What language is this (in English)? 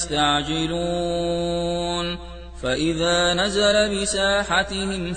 Arabic